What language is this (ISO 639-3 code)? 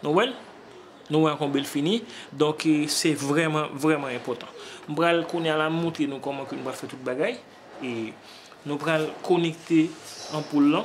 hat